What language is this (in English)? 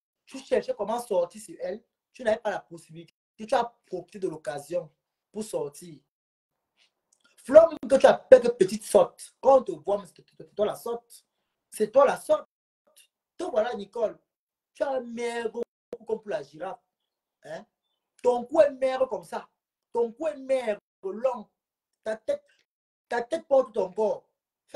French